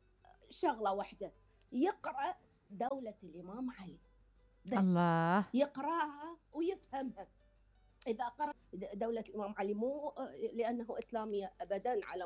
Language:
Mesopotamian Arabic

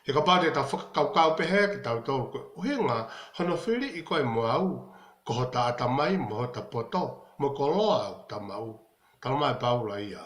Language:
Tongan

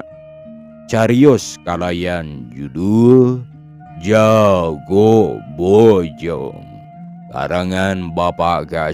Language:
Sundanese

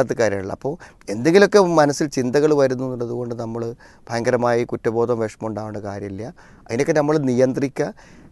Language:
Malayalam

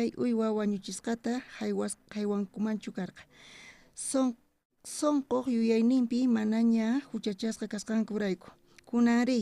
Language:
South Bolivian Quechua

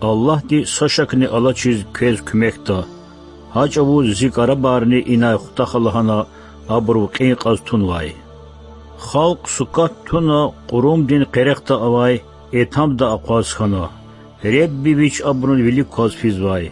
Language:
Lezghian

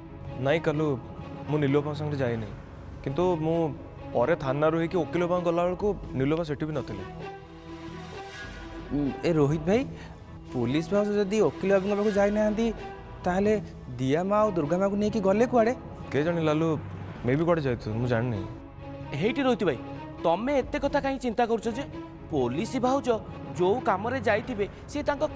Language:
Odia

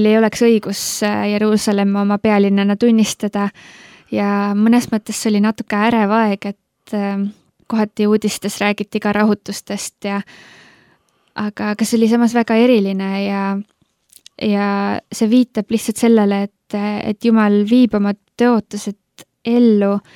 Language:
Estonian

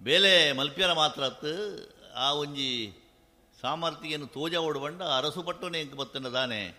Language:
Tulu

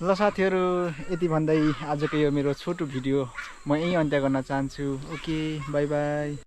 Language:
Nepali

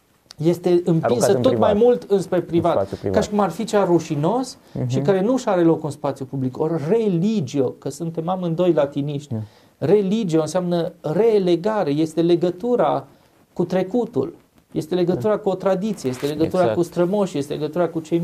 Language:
Romanian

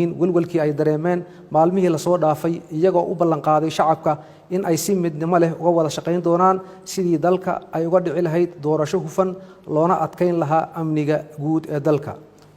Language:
Somali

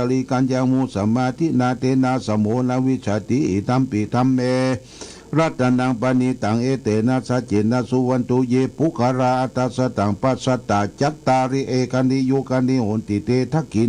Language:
Pali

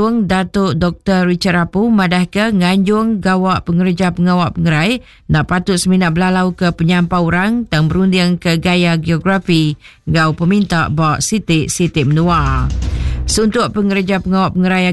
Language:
Iban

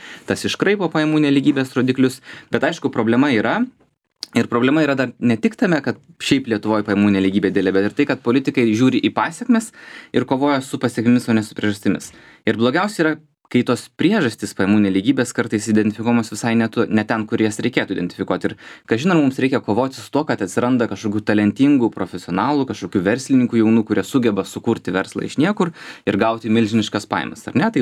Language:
Lithuanian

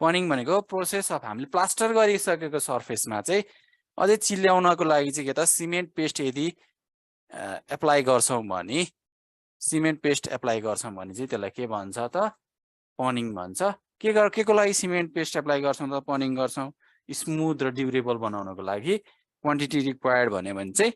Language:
Nepali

